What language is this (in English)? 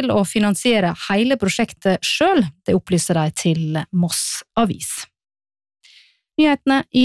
Norwegian